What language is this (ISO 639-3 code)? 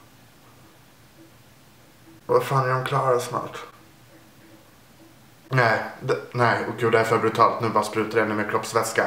swe